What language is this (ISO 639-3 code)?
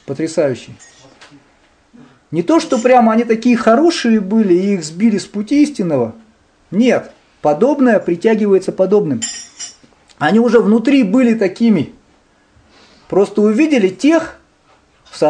rus